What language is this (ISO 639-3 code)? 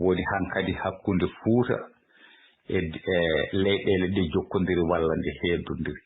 ful